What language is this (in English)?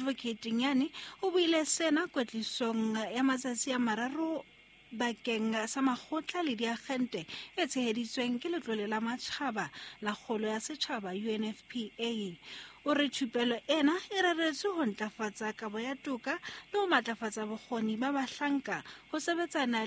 Southern Sotho